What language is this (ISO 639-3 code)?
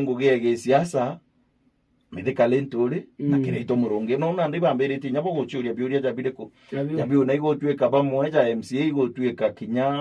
mer